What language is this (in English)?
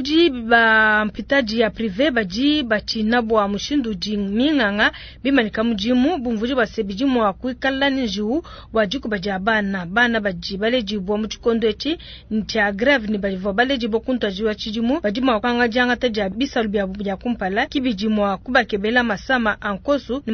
Luba-Lulua